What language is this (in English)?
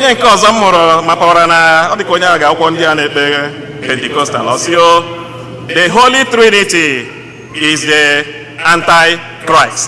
Igbo